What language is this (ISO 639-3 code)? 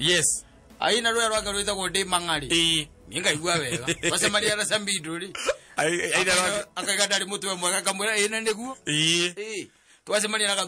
kik